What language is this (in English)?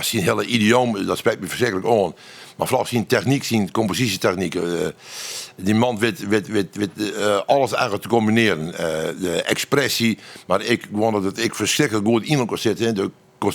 Western Frisian